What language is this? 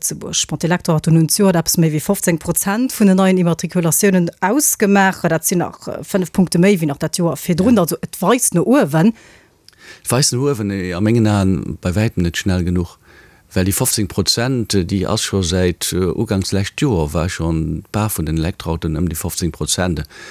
Luxembourgish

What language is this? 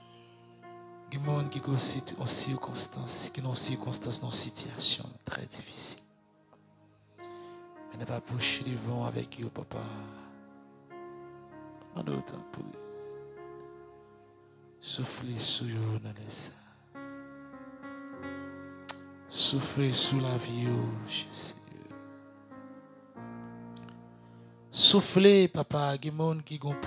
French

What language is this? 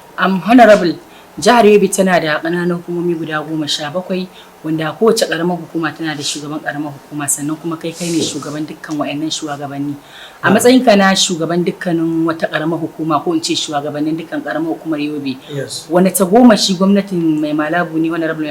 Hausa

